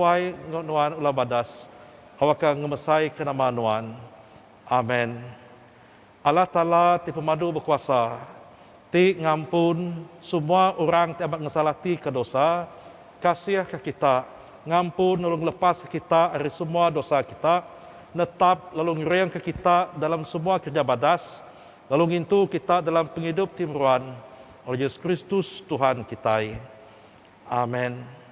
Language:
Iban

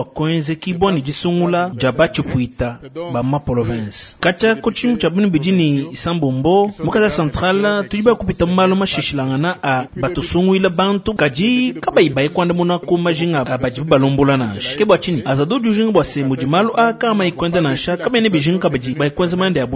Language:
Luba-Lulua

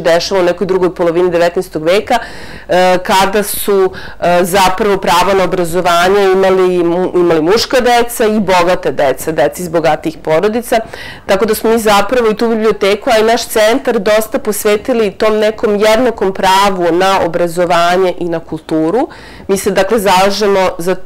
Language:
Serbian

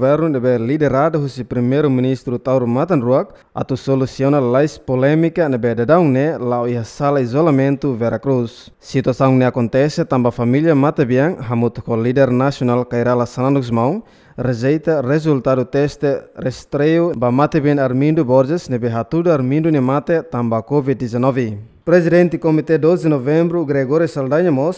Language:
Tetum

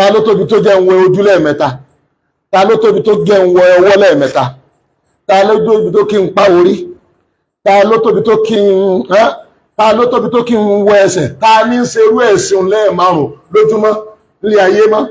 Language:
Yoruba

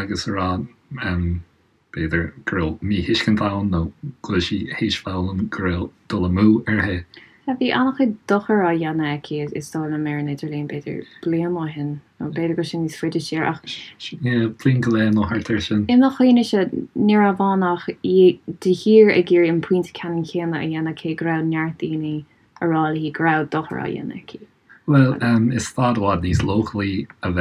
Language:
Irish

